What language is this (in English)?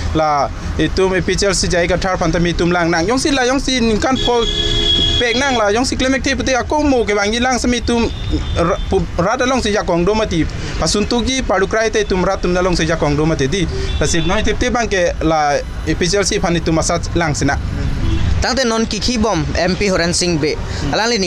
Karbi